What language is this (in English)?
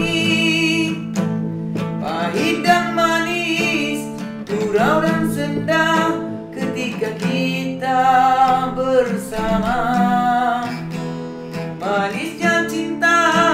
Malay